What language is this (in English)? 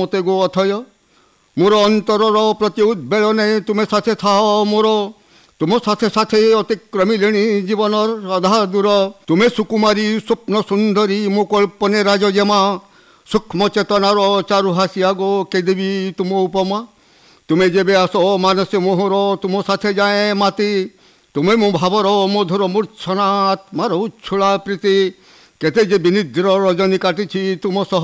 Odia